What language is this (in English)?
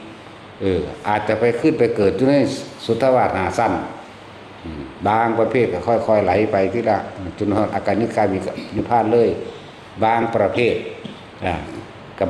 Northeastern Thai